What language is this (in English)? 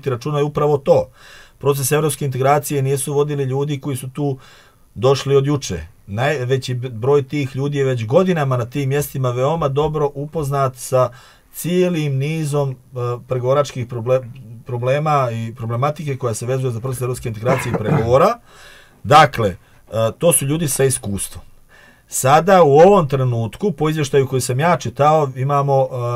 Serbian